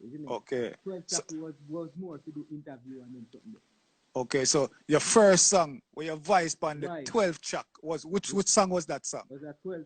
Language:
Jamaican Creole English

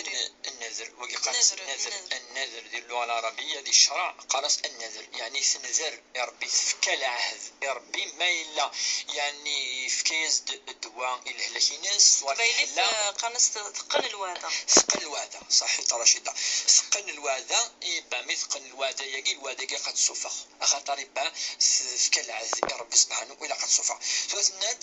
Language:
Kabyle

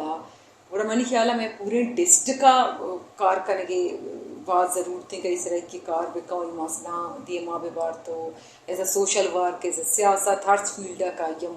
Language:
Brahui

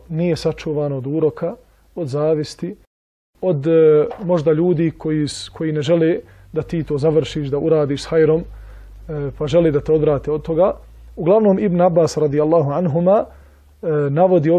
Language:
Bosnian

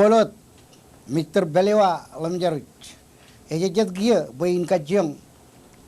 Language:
Marshallese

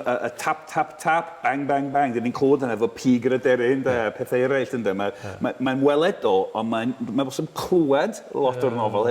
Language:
Welsh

